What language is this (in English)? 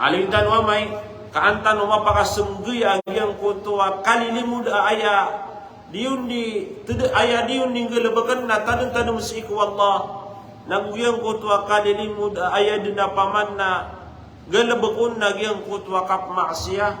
Maranao